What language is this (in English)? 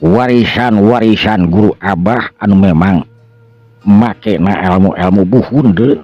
Sundanese